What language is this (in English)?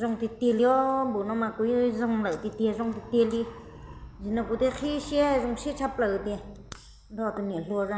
Hmong